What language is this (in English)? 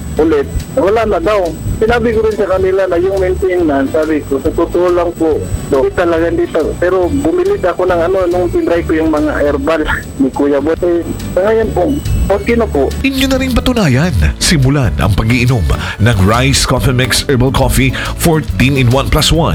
Filipino